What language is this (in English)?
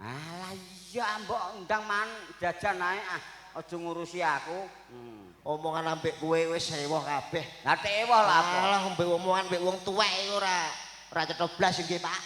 Javanese